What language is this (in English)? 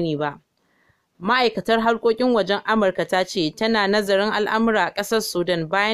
Hausa